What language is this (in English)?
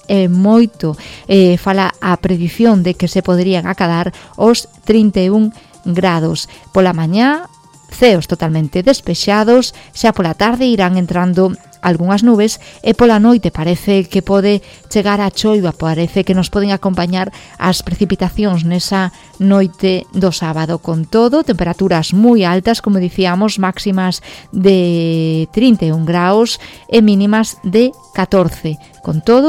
Galician